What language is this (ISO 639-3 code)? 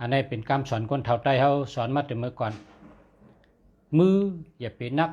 shn